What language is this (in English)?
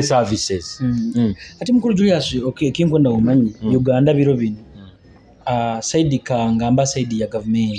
Nyoro